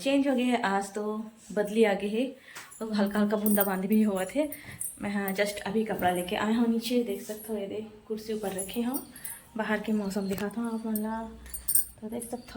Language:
Chhattisgarhi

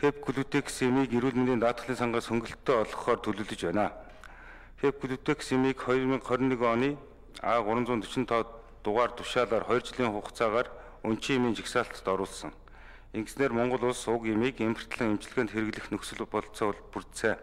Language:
Mongolian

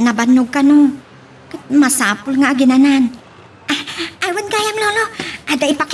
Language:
Iloko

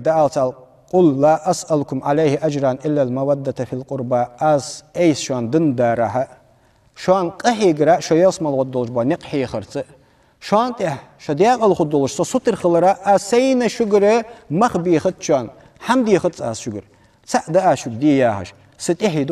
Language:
Ingush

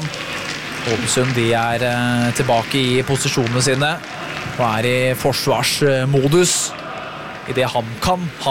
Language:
Norwegian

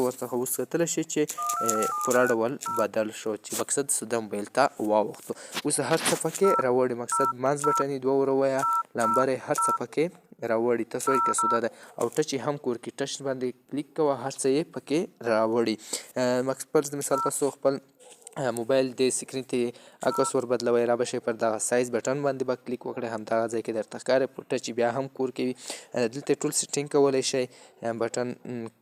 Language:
Pashto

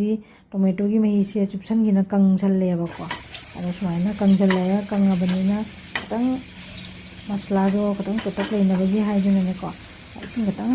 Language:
Manipuri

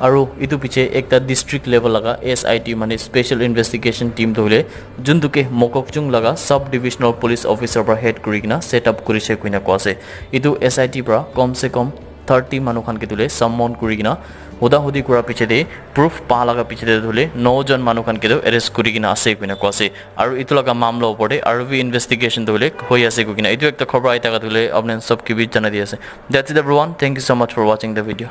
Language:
Naga Pidgin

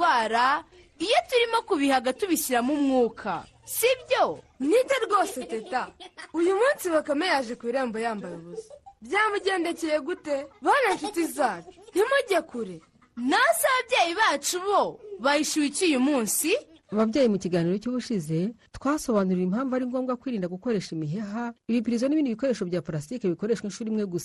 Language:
Kinyarwanda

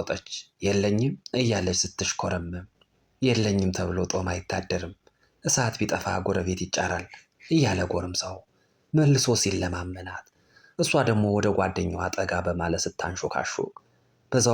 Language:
Amharic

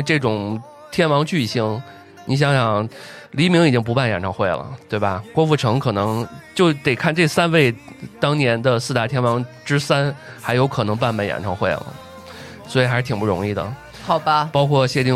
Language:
Chinese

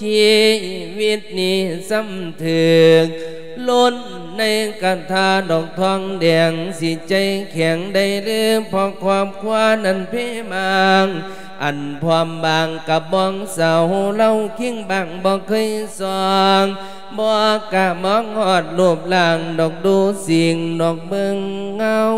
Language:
Lao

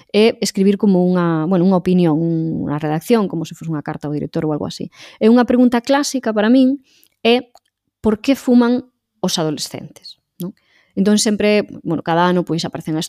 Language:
Galician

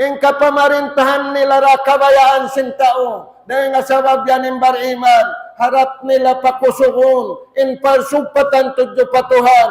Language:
Tausug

